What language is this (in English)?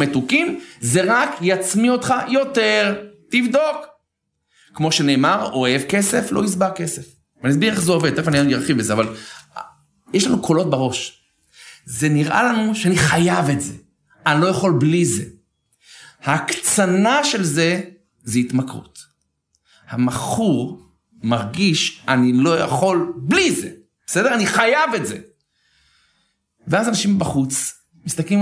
Hebrew